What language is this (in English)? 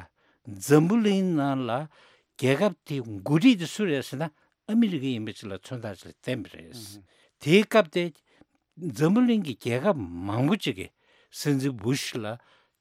Tibetan